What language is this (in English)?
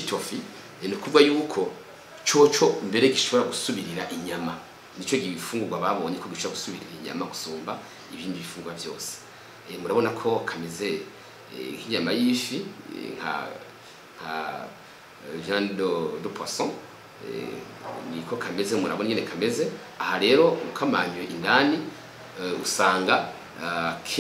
Rundi